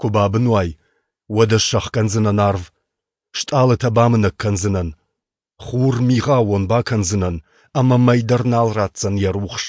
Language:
Ossetic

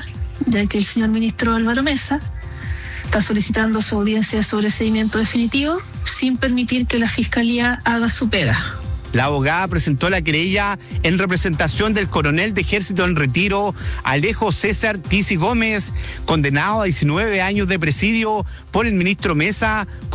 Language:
Spanish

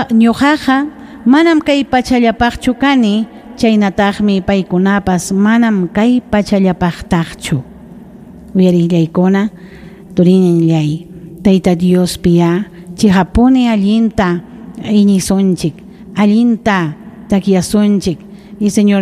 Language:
Ayacucho Quechua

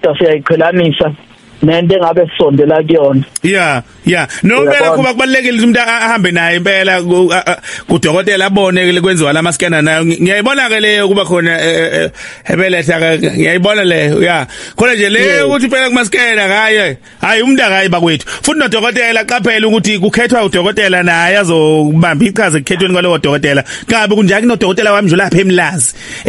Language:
Zulu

